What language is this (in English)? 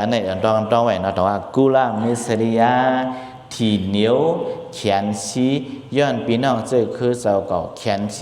Shan